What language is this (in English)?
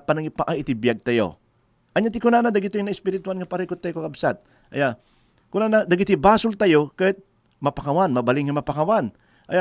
Iloko